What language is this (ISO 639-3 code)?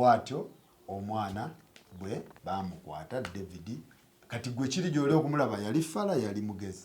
lug